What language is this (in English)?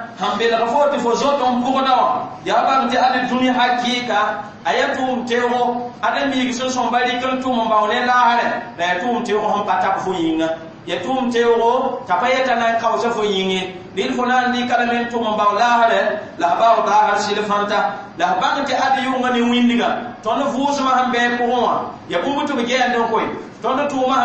Mossi